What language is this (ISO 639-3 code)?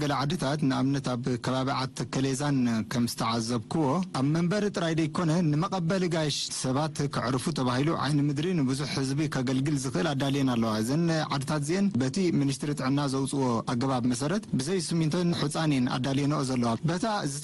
tir